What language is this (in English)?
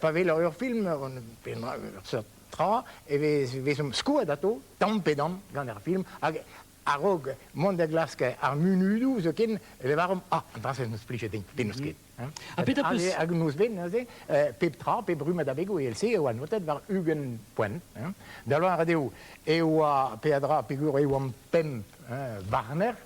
Breton